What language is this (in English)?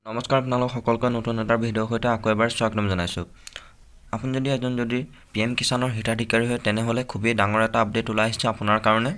Assamese